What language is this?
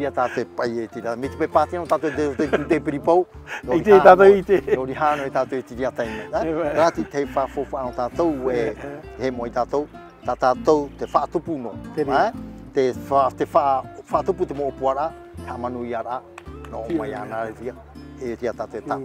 Tahitian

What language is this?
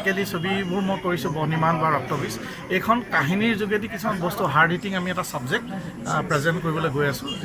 Assamese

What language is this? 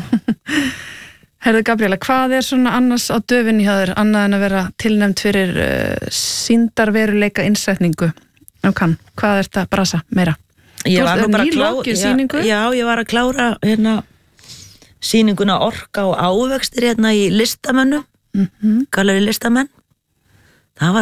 Icelandic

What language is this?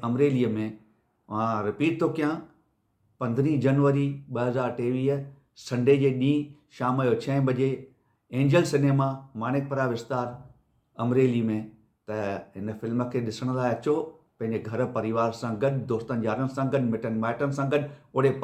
Sindhi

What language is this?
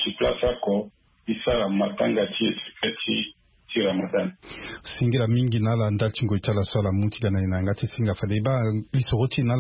Sango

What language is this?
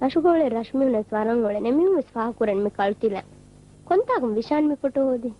Divehi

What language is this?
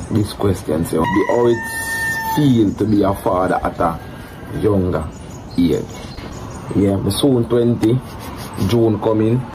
Jamaican Creole English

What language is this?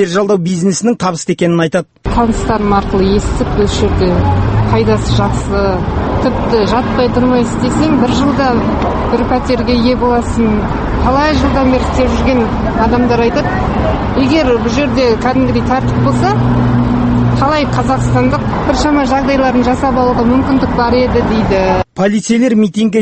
Kazakh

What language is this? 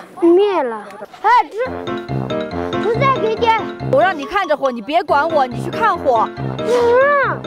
Chinese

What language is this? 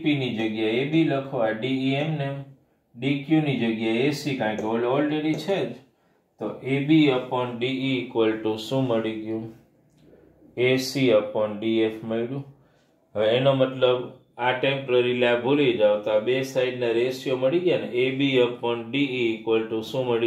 Gujarati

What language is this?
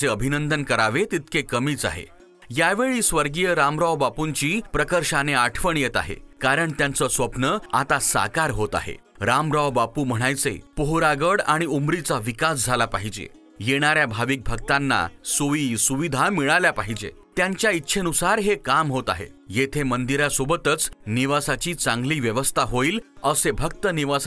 Marathi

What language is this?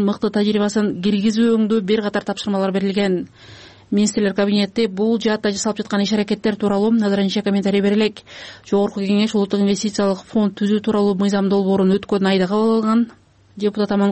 Kyrgyz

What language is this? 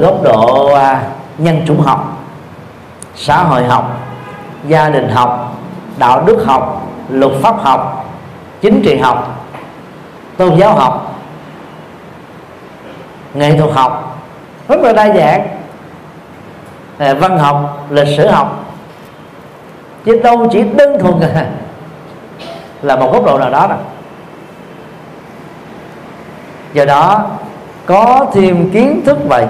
Vietnamese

